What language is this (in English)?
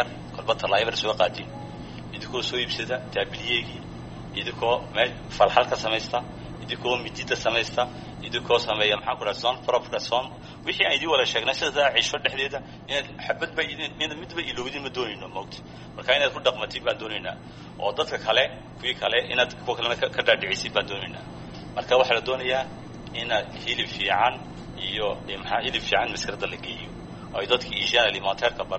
Somali